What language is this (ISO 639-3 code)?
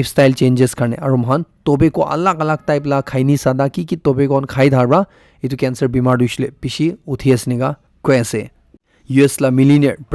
nag